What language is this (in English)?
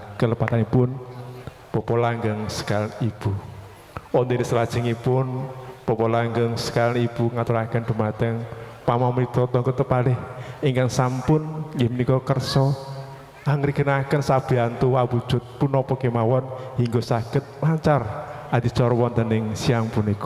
Javanese